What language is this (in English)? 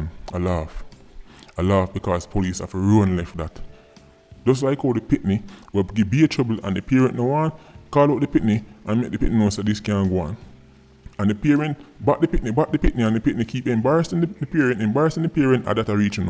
Jamaican Creole English